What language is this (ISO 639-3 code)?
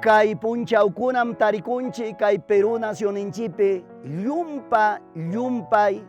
quy